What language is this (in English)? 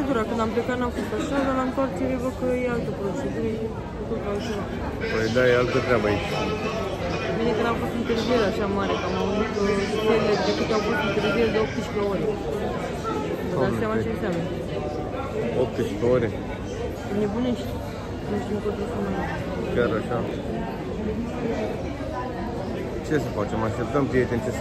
Romanian